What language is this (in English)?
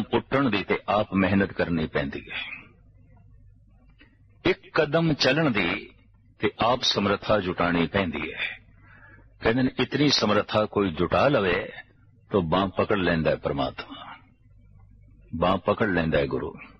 Punjabi